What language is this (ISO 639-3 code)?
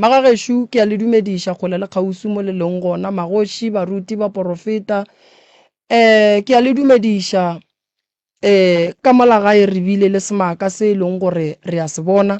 nso